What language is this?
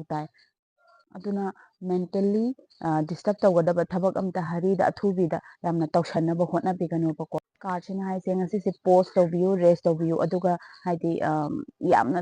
Manipuri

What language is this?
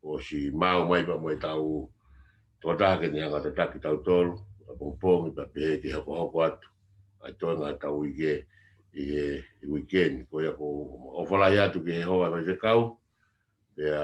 Tongan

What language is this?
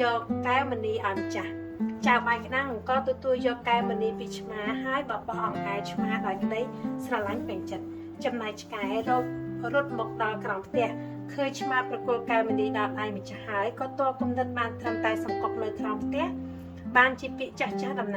Khmer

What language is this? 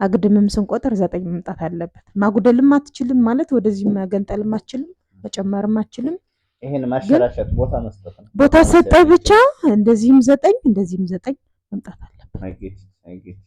Amharic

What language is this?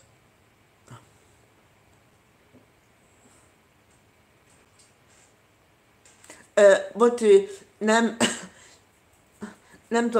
Hungarian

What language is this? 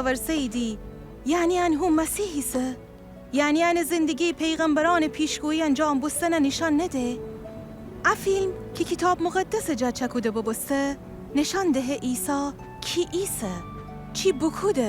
Gilaki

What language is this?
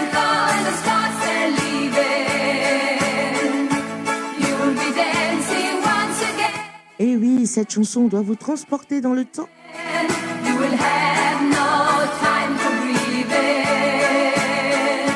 Morisyen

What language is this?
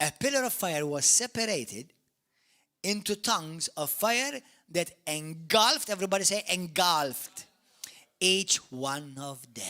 English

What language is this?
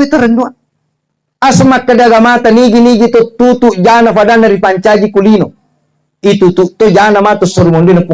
Buginese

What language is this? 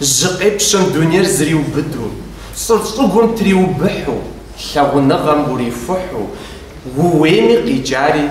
Kabardian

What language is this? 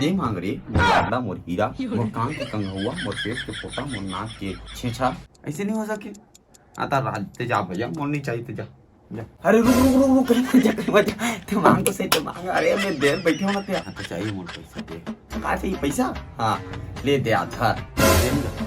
Chhattisgarhi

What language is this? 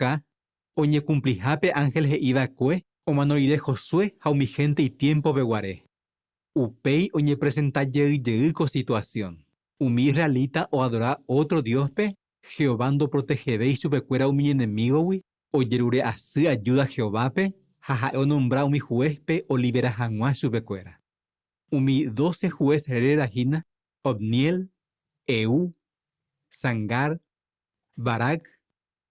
Guarani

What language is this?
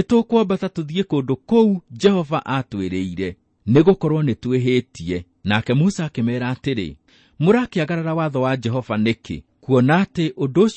Kikuyu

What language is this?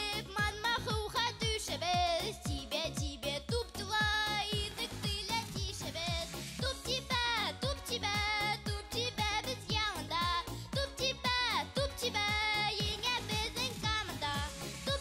Bashkir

